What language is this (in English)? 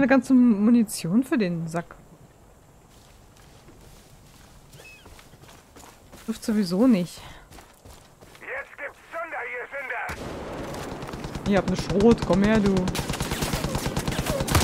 German